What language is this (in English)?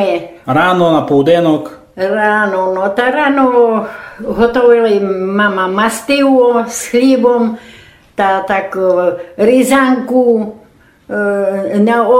Rusyn